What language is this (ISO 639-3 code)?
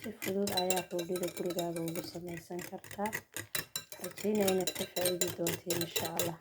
som